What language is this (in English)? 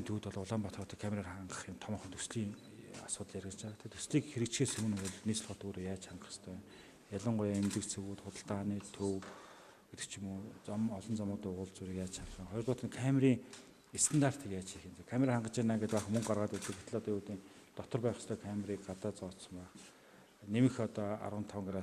Mongolian